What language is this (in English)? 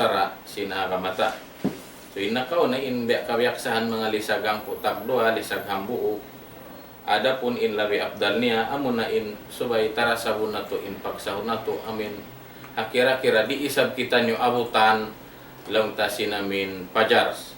Tausug